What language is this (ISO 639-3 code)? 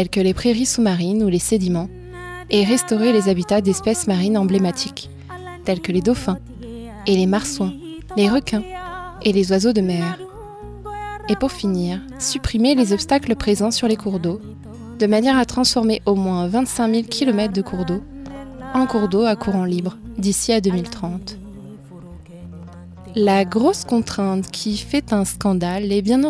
fra